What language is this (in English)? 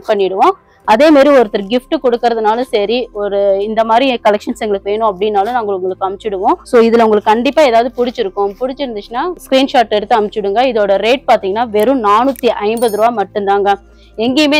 Tamil